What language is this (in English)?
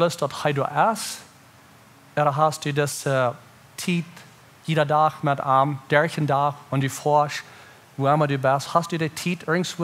Plautdietsch